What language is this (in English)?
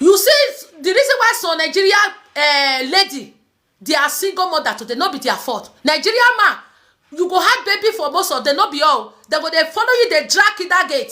Nigerian Pidgin